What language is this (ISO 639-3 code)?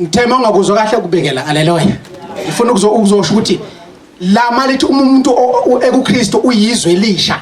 zul